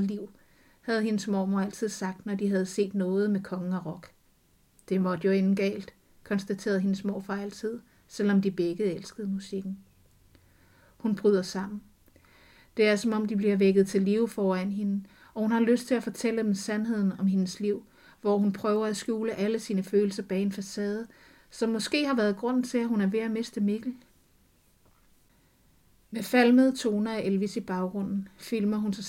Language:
Danish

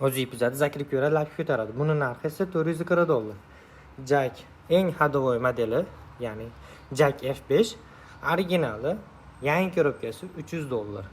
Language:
Uzbek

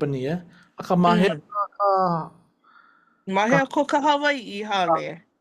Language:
Hawaiian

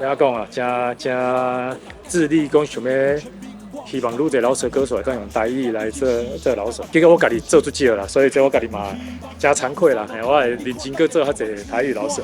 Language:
Min Nan Chinese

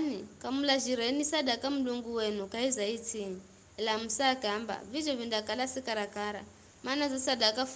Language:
Giryama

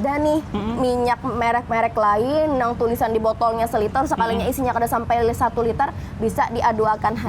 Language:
Banjar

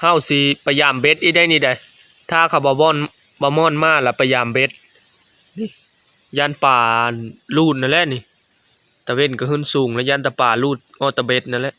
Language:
Lao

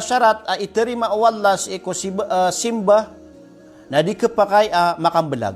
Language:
Maranao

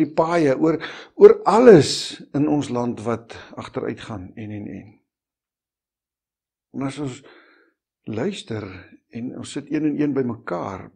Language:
Afrikaans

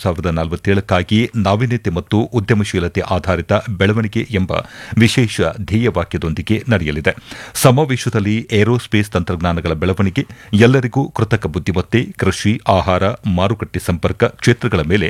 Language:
Kannada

